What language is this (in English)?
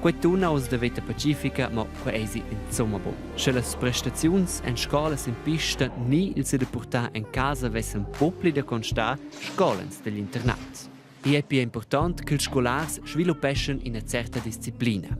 Romansh